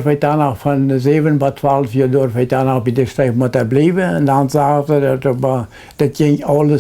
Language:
Plautdietsch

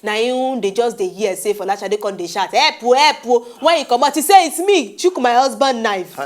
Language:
Nigerian Pidgin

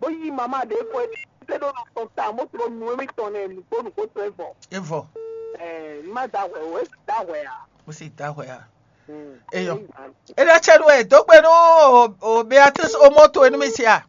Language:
Fon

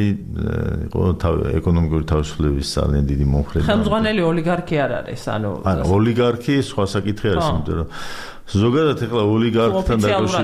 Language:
Georgian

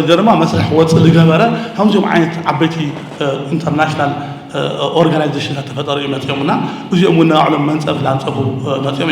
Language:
Tigrinya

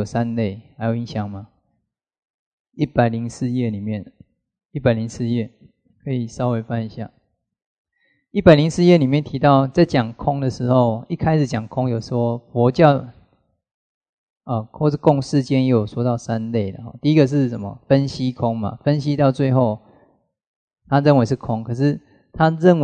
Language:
Chinese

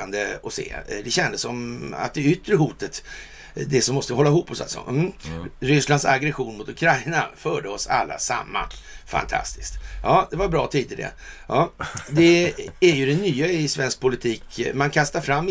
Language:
Swedish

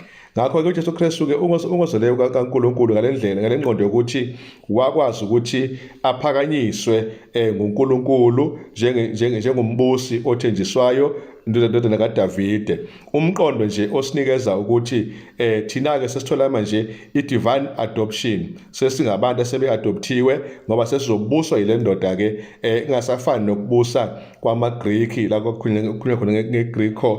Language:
Zulu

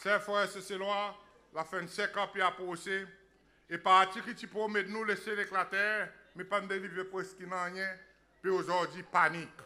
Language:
Seselwa Creole French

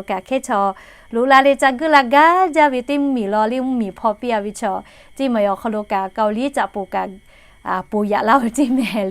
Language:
Lahu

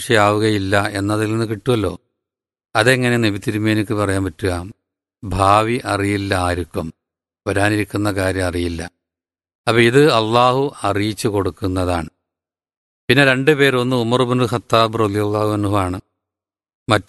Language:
Malayalam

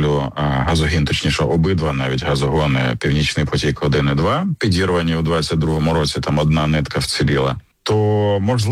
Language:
Ukrainian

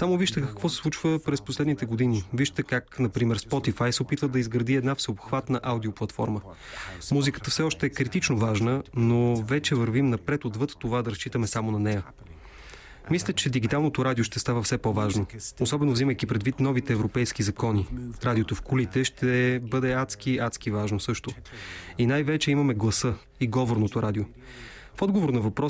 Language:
Bulgarian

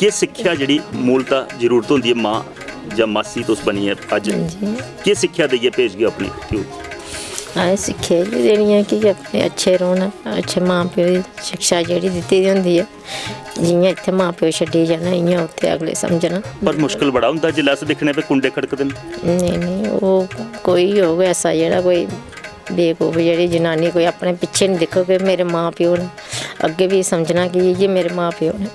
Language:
Dogri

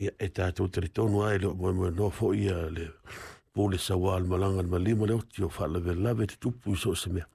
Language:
Samoan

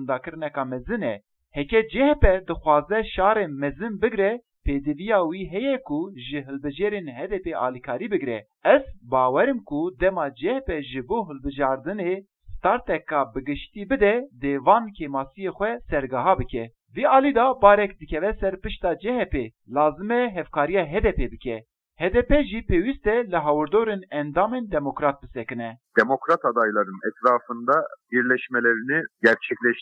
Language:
Kurdish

